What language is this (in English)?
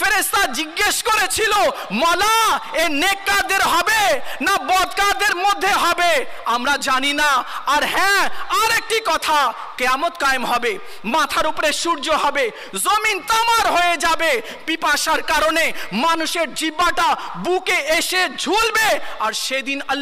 Bangla